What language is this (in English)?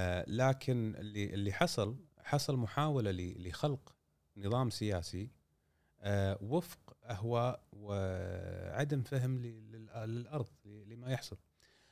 Gulf Arabic